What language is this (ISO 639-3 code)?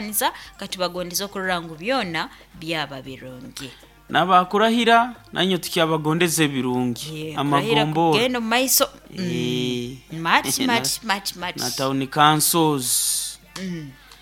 nyo